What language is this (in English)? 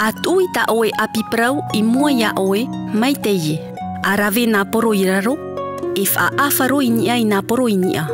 Tahitian